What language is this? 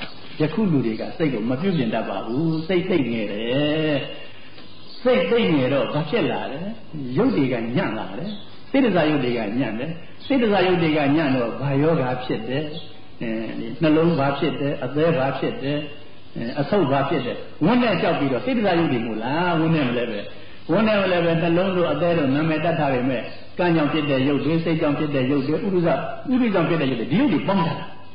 Burmese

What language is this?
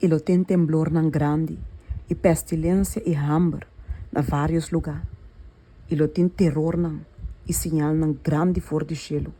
Papiamento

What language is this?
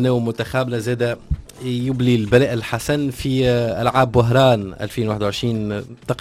Tunisian Arabic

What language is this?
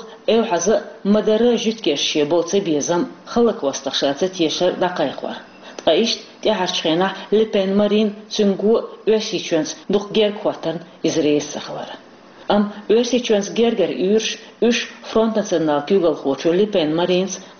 Chechen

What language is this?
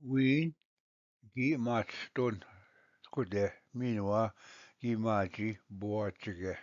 Ojibwa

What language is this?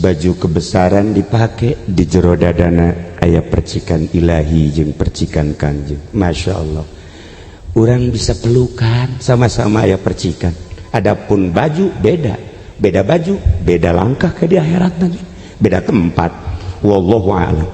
Sundanese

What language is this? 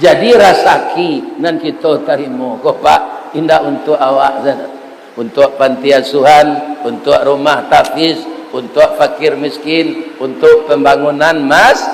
Minangkabau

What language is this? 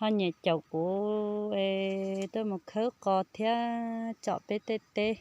Hmong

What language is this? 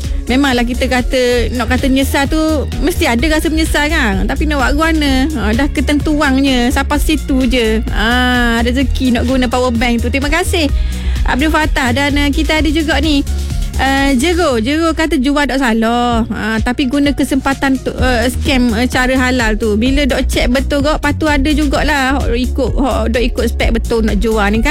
Malay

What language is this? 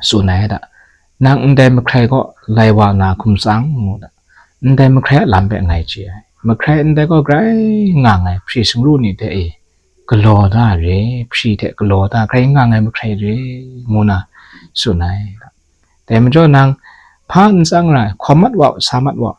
Kachin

